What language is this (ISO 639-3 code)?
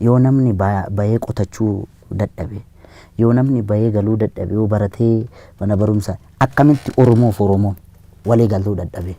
orm